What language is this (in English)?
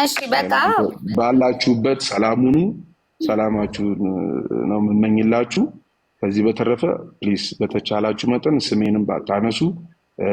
Amharic